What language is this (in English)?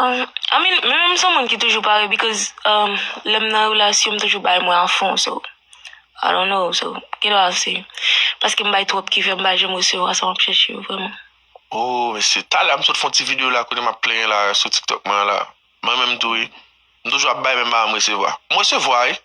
Haitian Creole